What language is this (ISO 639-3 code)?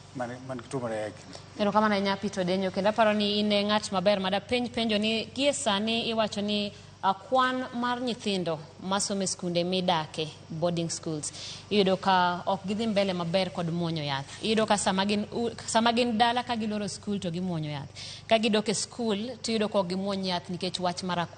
luo